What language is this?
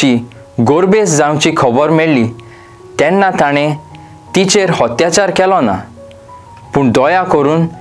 Konkani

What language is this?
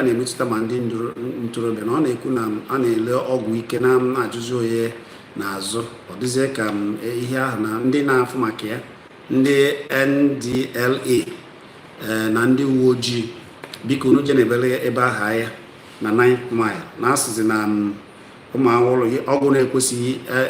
Igbo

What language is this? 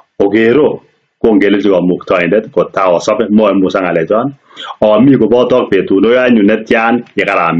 Kalenjin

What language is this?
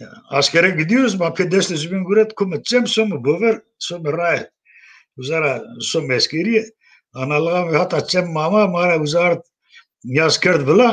Zaza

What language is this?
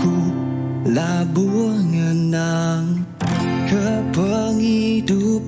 Iban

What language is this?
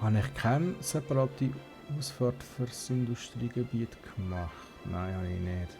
Swiss German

